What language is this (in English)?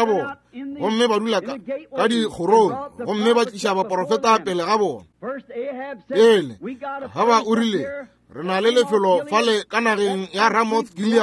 Northern Sotho